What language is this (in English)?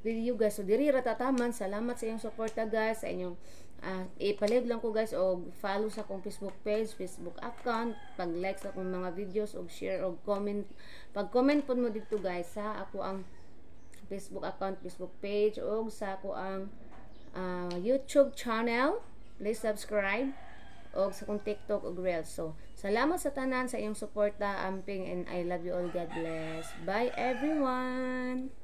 Cebuano